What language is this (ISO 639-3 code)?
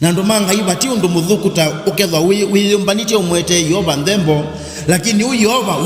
kam